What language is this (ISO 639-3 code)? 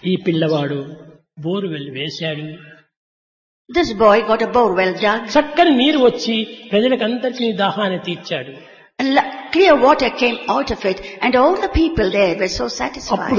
tel